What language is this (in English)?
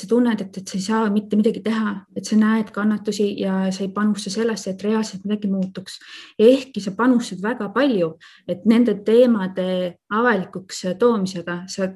Estonian